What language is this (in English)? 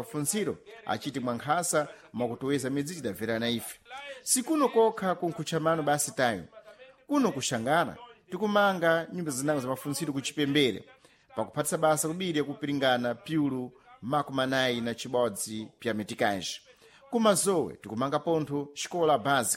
Sena